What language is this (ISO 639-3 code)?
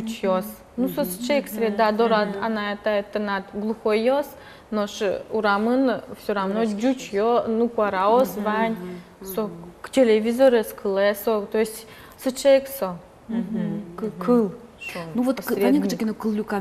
udm